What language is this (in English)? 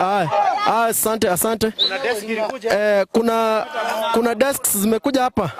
Gusii